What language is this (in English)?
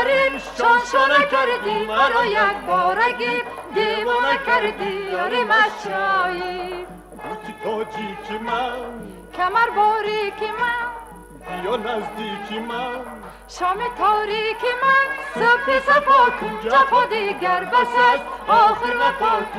Persian